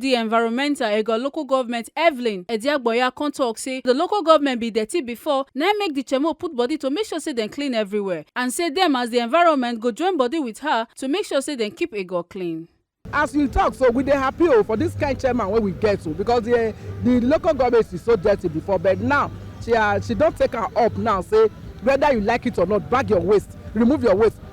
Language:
Nigerian Pidgin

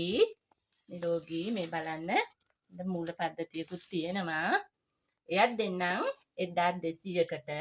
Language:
Sinhala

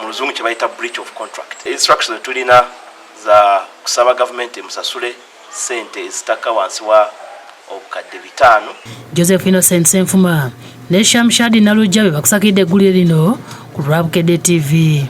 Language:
Ganda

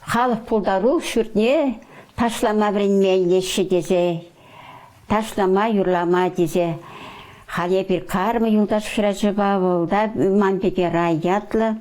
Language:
Chuvash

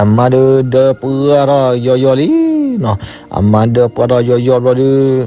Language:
S'gaw Karen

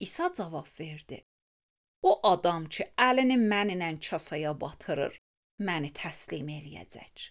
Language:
Azerbaijani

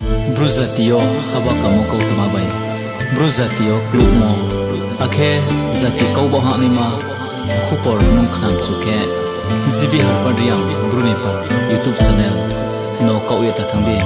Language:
Riang (India)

